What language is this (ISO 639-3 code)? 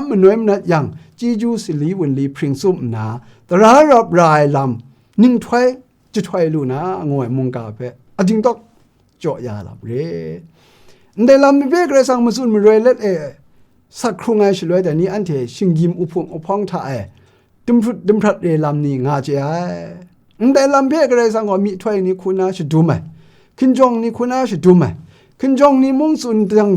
kac